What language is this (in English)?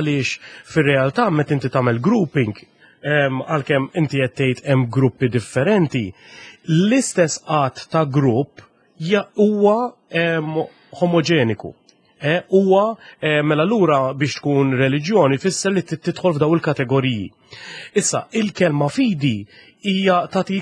Maltese